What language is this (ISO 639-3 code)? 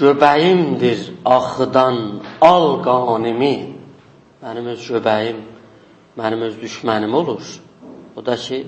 azb